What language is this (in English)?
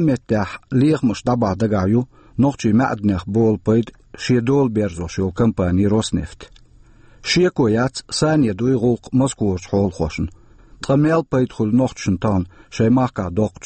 Chechen